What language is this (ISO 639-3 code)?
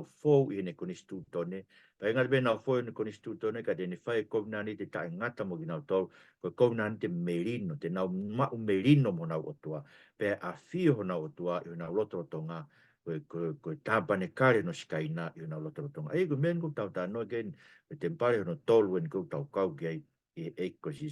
ton